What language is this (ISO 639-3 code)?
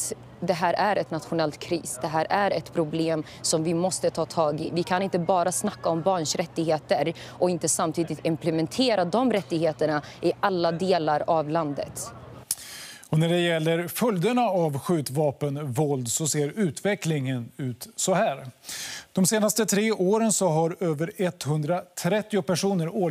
swe